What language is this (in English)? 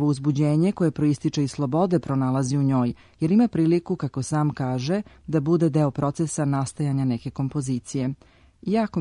Serbian